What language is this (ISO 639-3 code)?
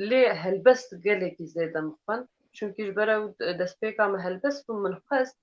kur